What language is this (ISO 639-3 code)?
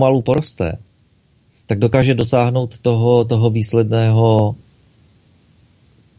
ces